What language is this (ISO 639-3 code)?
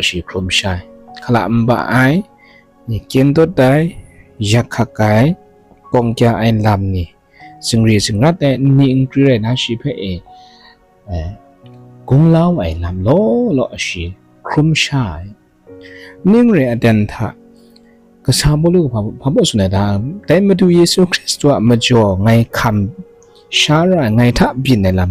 kac